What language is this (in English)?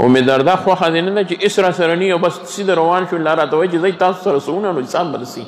Pashto